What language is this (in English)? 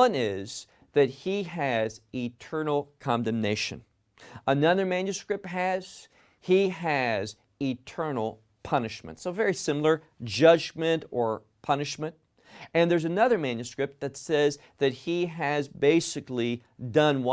English